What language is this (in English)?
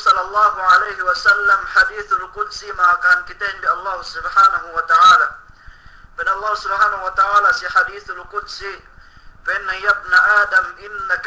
Yakan